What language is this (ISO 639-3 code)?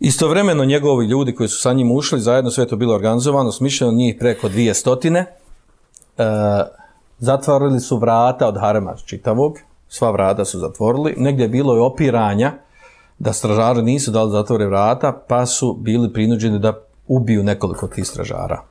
bos